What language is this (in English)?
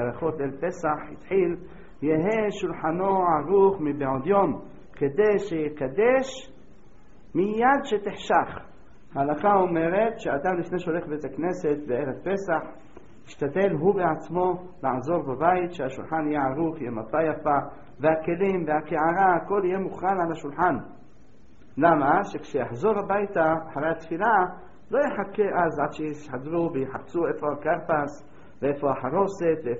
Hebrew